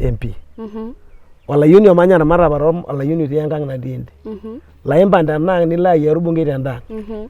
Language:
Masai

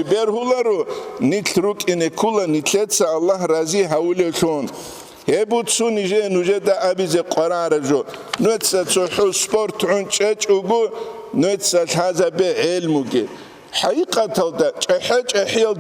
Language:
Avaric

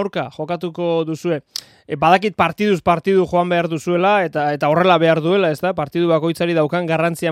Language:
Basque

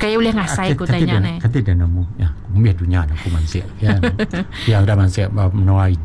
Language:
Iban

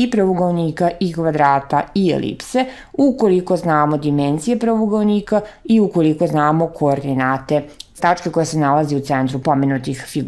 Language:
Serbian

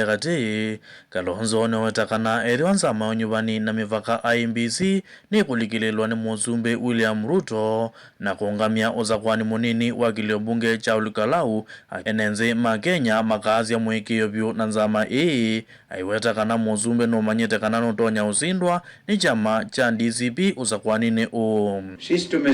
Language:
Kamba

